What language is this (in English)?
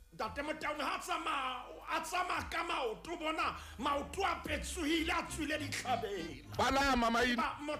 Southern Sotho